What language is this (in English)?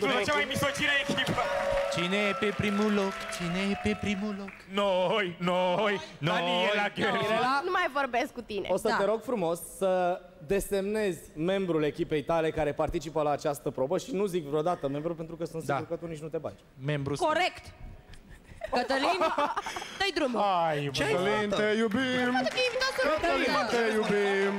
Romanian